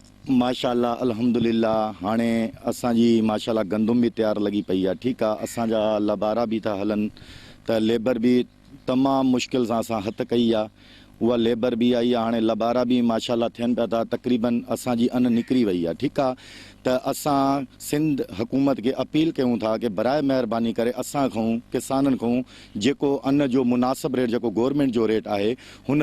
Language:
Sindhi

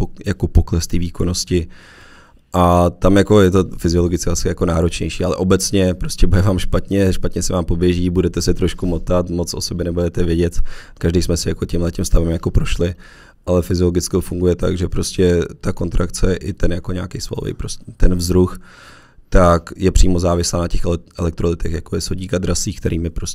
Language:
Czech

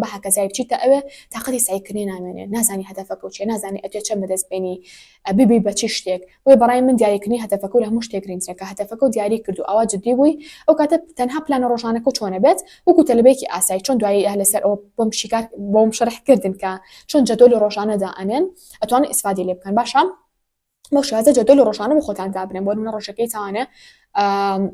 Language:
Central Kurdish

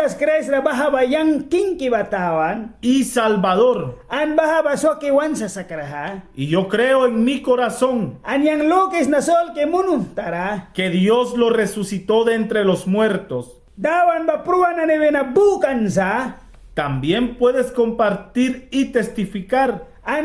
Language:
Mískito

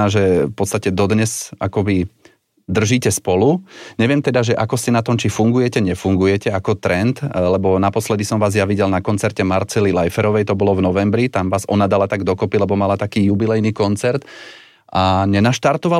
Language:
Slovak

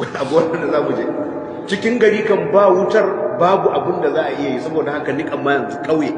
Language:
Hausa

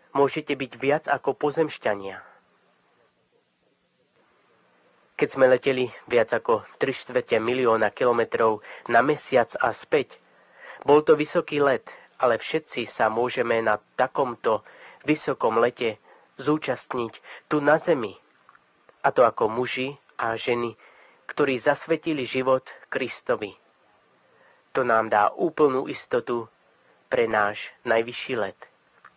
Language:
Slovak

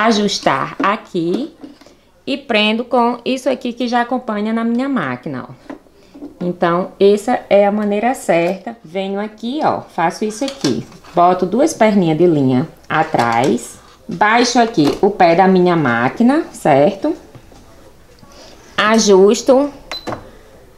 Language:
Portuguese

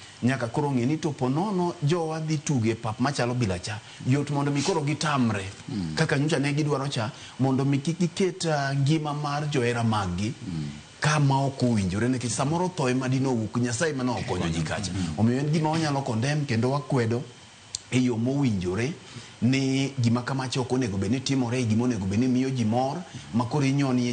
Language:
Luo (Kenya and Tanzania)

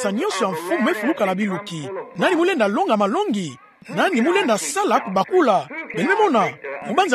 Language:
Kituba (Democratic Republic of Congo)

